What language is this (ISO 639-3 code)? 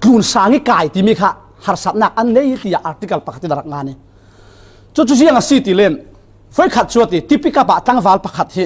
cfm